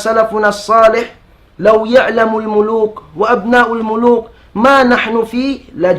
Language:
Tausug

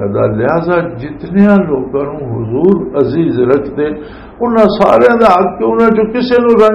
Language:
Western Panjabi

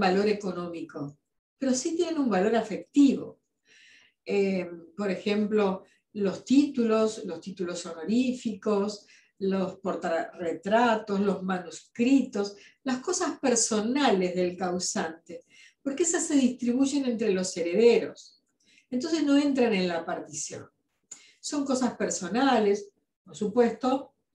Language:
Spanish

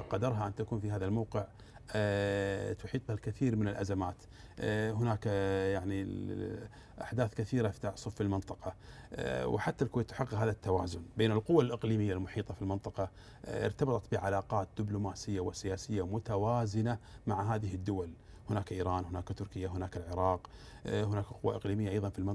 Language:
Arabic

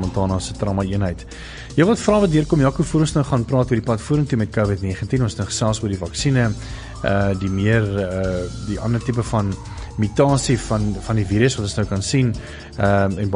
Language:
Afrikaans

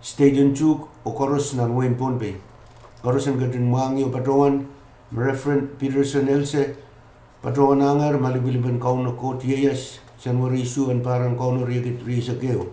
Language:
Pohnpeian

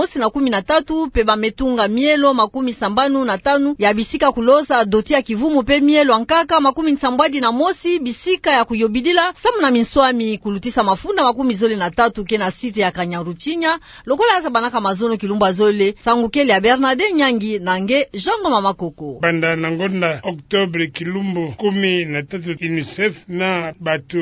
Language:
Kituba (Democratic Republic of Congo)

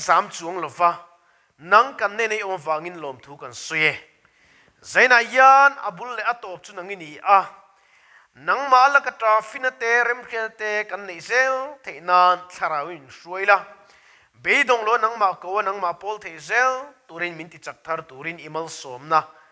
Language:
Mizo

